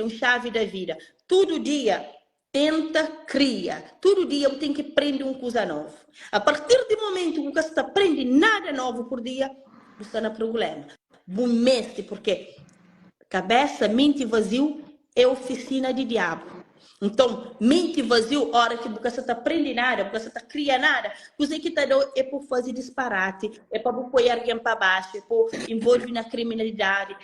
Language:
Kabuverdianu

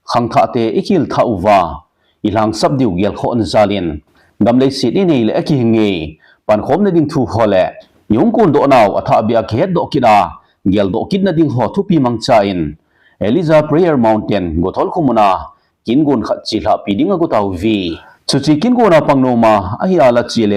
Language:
Thado Chin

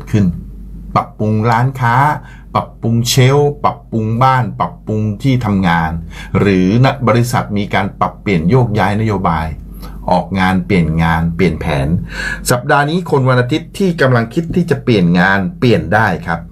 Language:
Thai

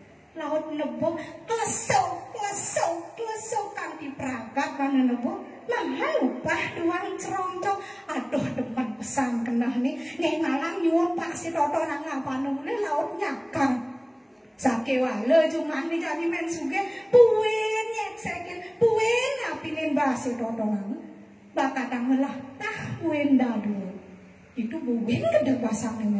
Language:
Balinese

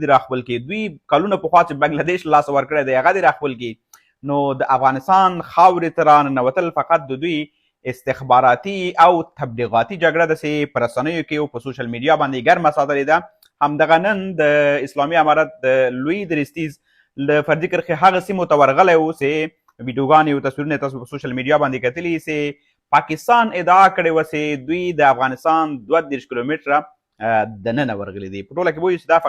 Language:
Pashto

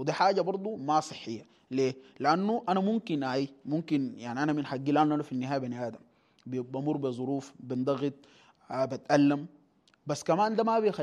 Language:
Sudanese Arabic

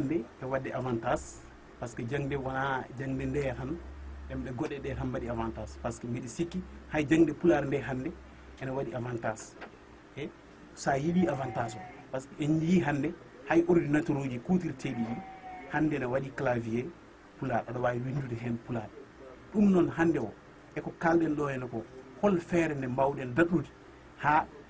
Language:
Fula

